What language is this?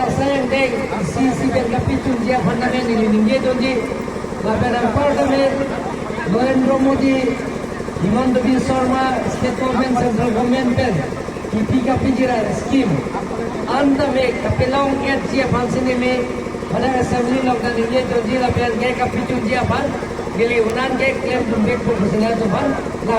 Karbi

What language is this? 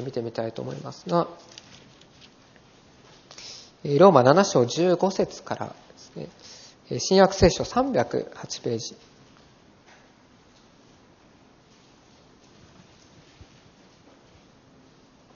Japanese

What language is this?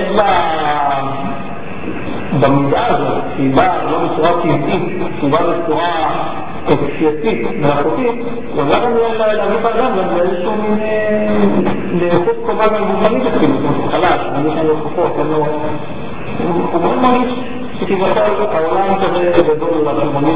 Hebrew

